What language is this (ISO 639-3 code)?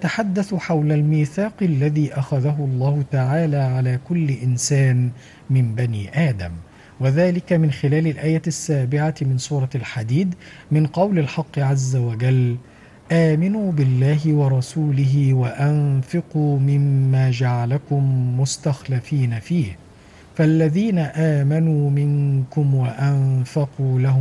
ara